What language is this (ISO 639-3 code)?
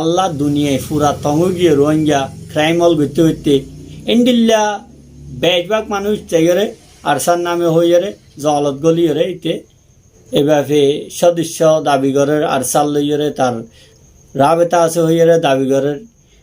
rhg